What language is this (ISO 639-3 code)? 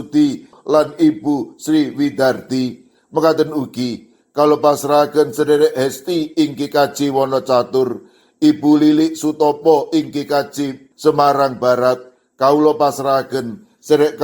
jav